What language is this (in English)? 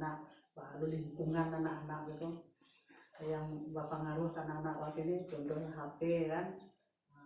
Minangkabau